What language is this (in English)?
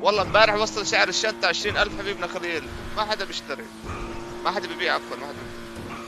North Levantine Arabic